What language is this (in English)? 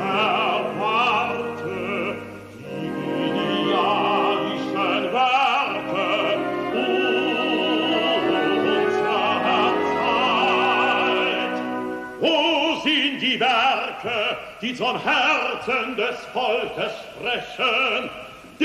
German